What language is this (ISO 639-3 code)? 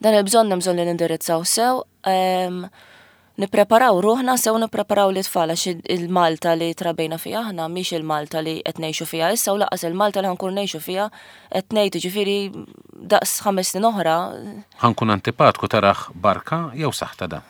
mlt